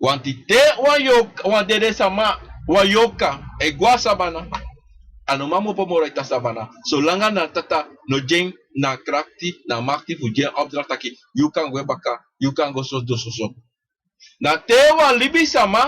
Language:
Sranan Tongo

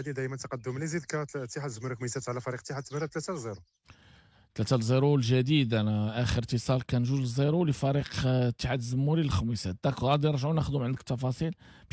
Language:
Moroccan Arabic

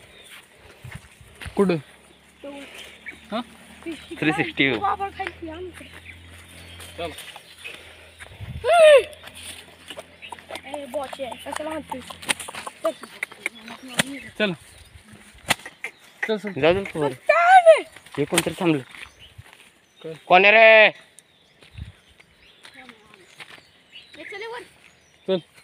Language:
Marathi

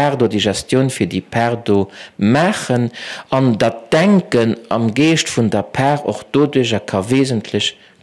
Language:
Luxembourgish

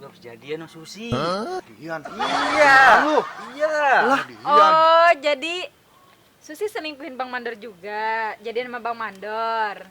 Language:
Betawi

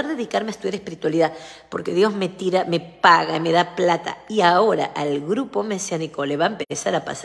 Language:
Spanish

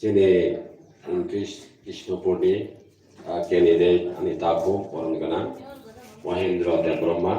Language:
Kok Borok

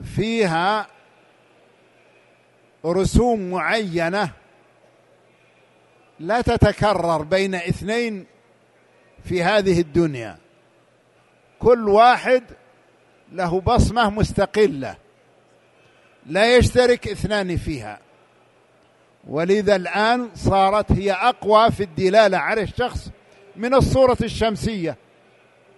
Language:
Arabic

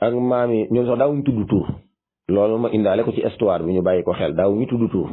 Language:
Wolof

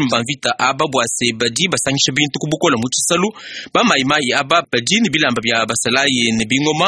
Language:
Luba-Lulua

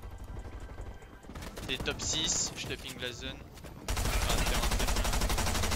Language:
French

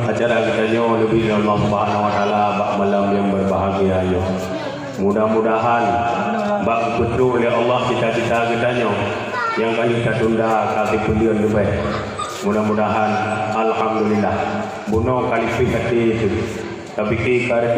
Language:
Achinese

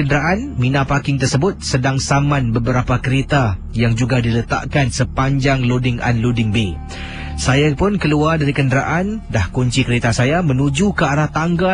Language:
Malay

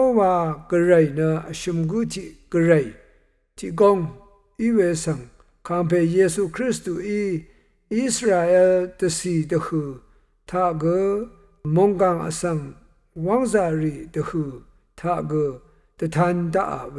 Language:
Rawang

